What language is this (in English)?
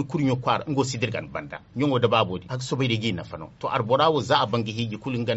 Zarma